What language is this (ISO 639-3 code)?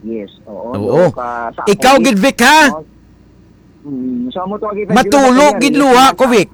hil